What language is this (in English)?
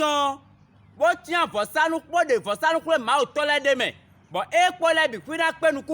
Fon